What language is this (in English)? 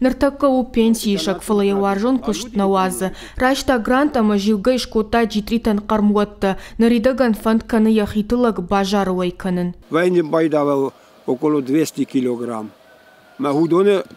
Ossetic